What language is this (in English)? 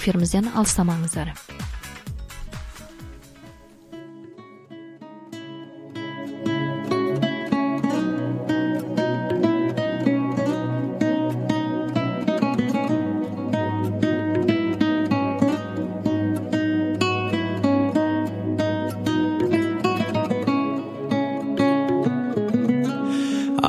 Kazakh